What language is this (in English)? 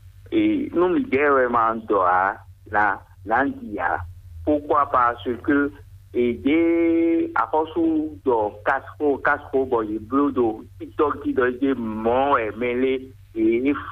Fon